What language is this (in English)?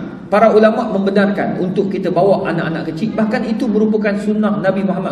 Malay